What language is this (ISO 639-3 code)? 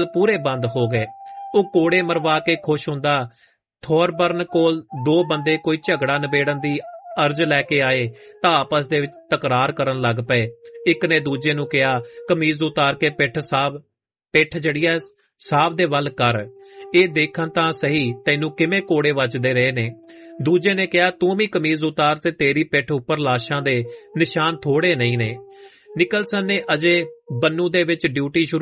pan